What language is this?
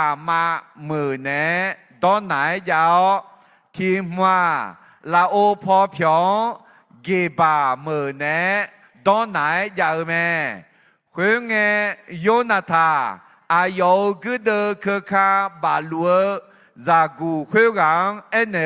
Akha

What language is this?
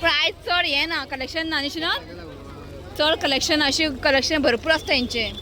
Konkani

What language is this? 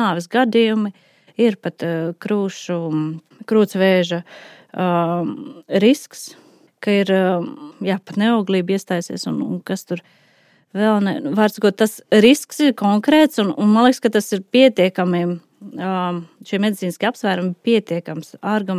Latvian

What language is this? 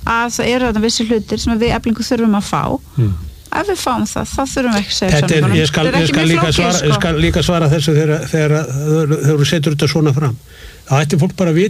Icelandic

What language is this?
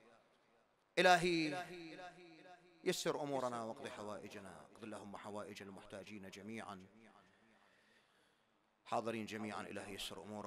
Arabic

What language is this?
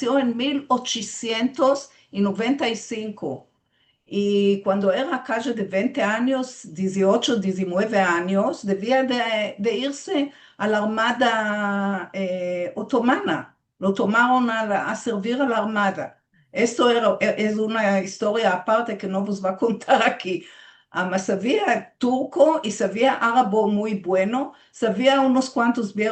Ladino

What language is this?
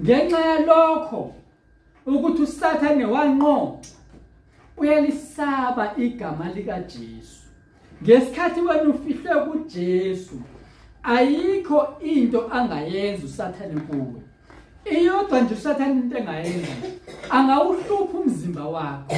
Zulu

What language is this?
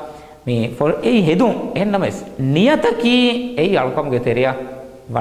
Divehi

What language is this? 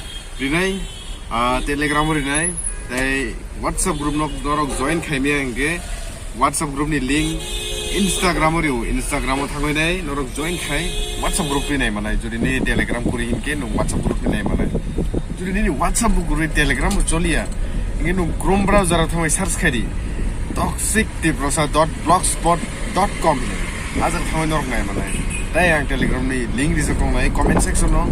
Kok Borok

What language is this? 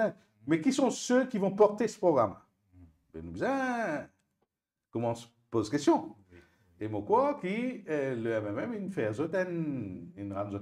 Morisyen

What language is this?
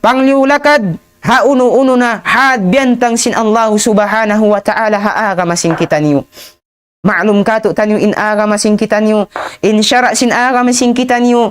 Tausug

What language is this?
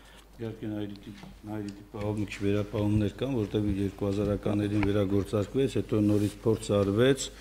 Armenian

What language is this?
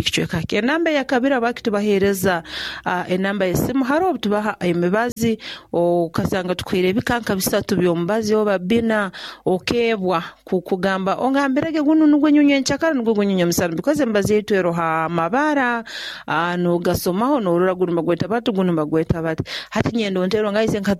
Nyoro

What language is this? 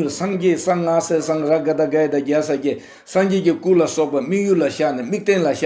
Tibetan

